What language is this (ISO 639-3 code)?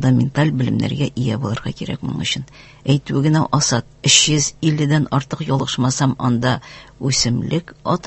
tat